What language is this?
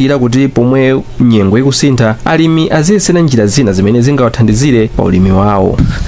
Nyanja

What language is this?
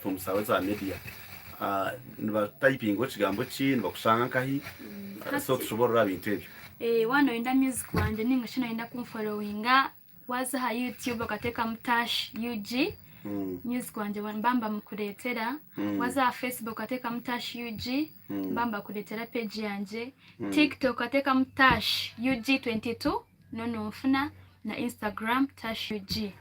Nyankole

